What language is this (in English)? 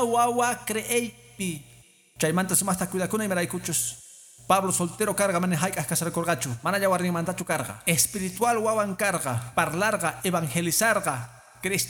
Quechua